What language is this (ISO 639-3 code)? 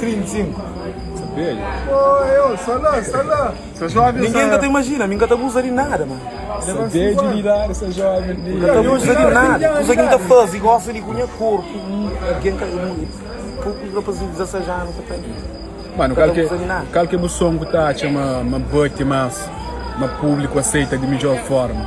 kea